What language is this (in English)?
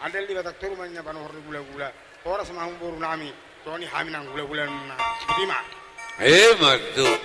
Batak Toba